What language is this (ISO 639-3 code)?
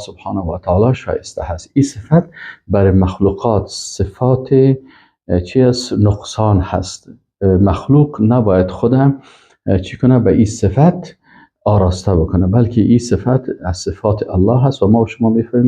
fas